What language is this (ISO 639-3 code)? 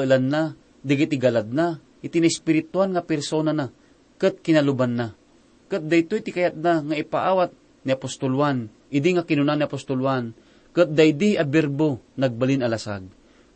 ilo